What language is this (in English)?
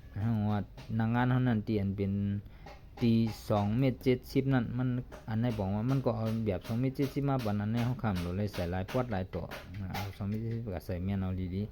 Shan